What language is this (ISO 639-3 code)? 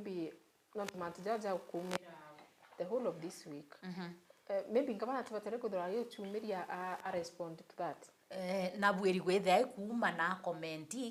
mer